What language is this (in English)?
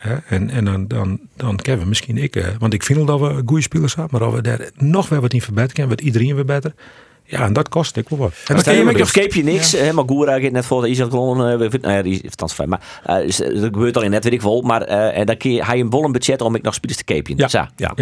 Western Frisian